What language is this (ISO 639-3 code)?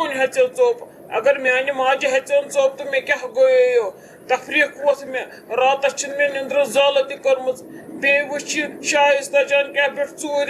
kas